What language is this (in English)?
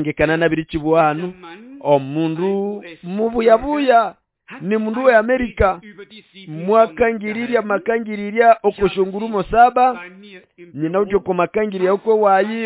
Nande